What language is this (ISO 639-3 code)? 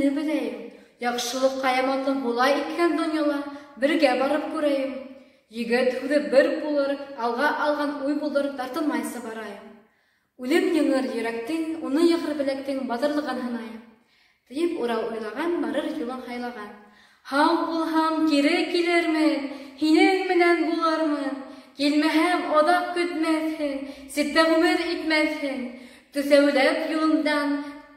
bak